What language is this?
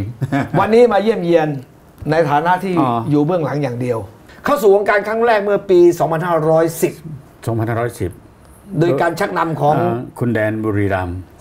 Thai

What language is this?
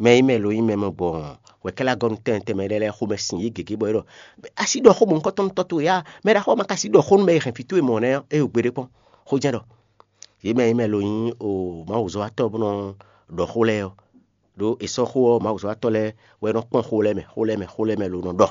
Fon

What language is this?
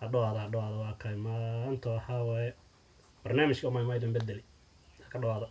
Somali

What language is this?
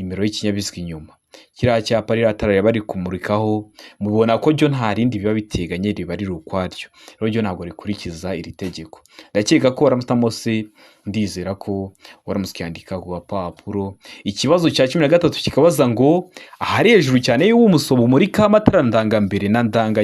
Kinyarwanda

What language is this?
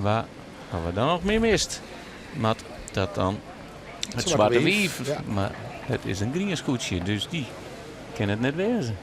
Western Frisian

